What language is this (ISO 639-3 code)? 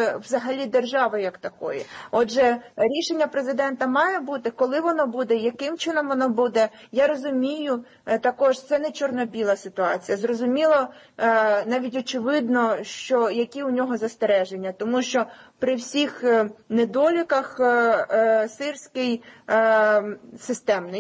ukr